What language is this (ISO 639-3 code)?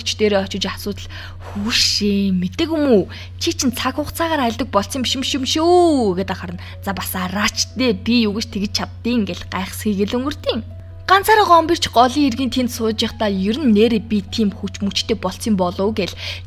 mon